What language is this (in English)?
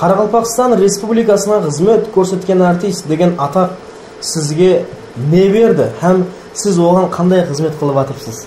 Kara-Kalpak